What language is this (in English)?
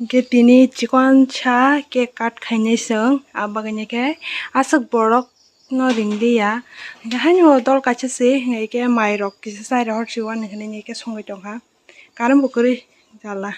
Kok Borok